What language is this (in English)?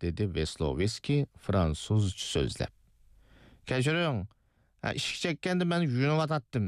Uyghur